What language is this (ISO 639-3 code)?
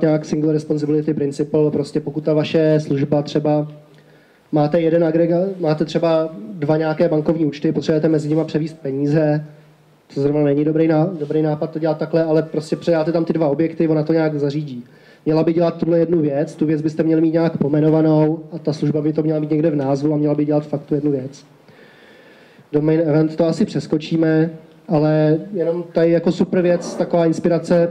ces